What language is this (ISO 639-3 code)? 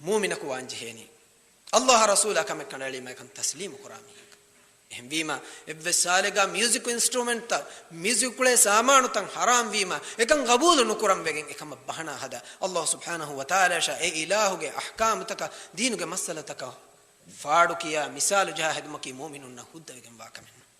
div